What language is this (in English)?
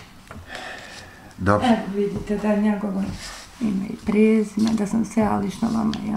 Bosnian